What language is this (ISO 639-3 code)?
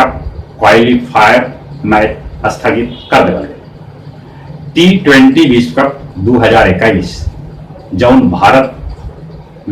mag